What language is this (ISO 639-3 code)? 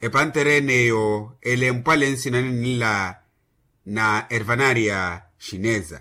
vmw